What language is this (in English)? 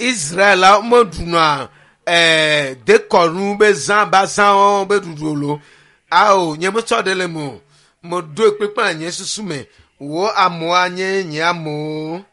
Ewe